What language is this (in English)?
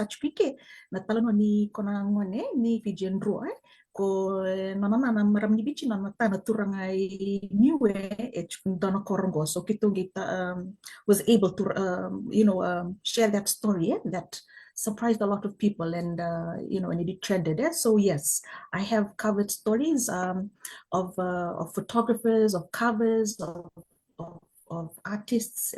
Fijian